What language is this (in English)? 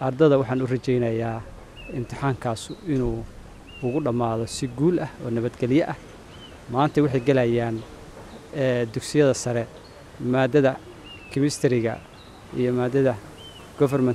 Somali